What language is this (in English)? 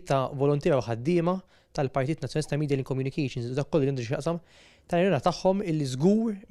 Maltese